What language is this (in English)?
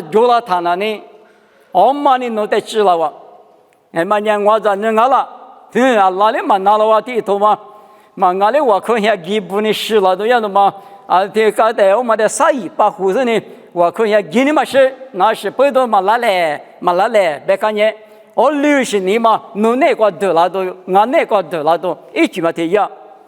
Lisu